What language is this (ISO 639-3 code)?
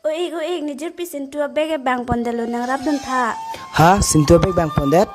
mjw